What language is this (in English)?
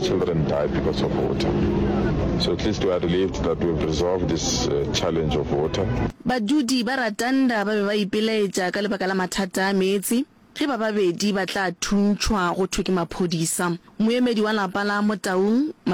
Northern Sotho